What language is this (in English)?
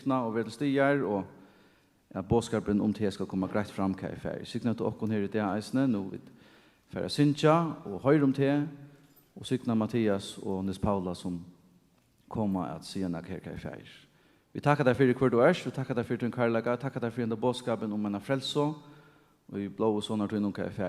Faroese